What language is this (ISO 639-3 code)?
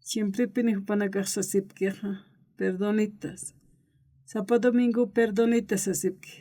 aym